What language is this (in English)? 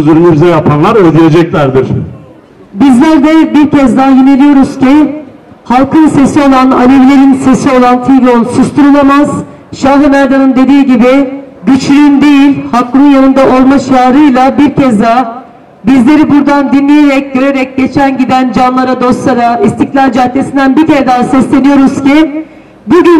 Turkish